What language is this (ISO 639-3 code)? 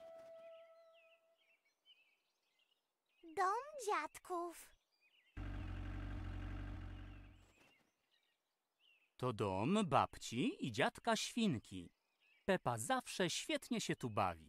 pol